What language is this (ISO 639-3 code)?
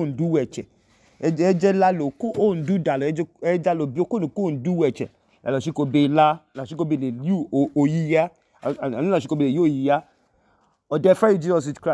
idu